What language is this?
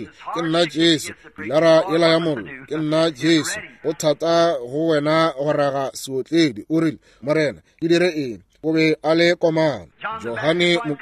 Northern Sotho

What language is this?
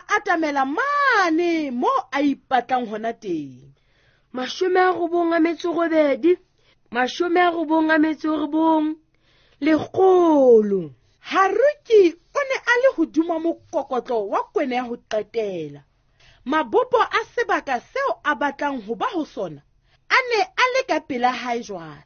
Southern Sotho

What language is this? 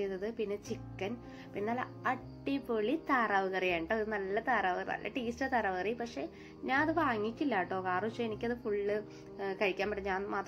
Malayalam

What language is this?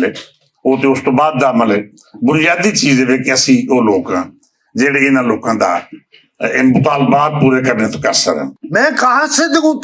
Western Panjabi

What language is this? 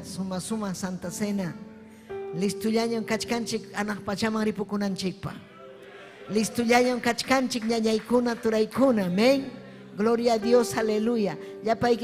Ayacucho Quechua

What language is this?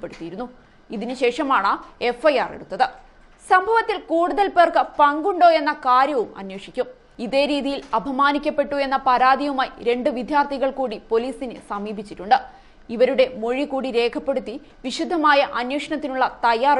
Malayalam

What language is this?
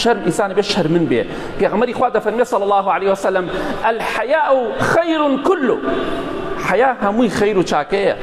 Central Kurdish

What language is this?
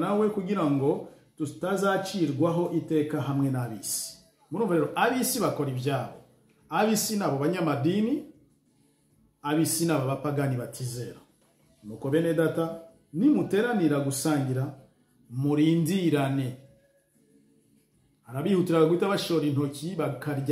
Kinyarwanda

